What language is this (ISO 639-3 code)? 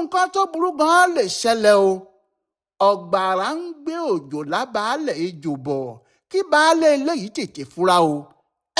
yor